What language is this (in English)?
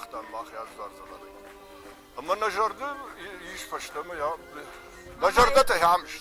Ossetic